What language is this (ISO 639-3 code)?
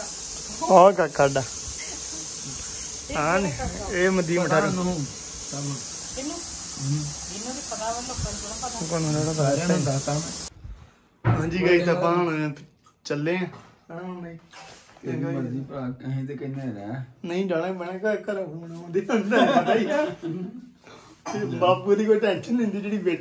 pan